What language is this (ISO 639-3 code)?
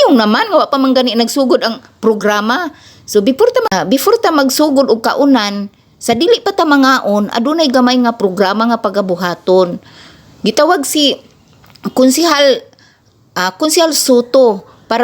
ceb